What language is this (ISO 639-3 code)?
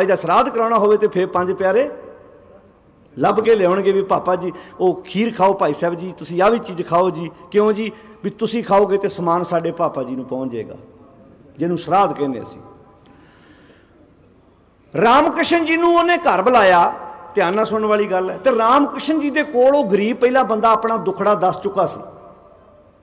pan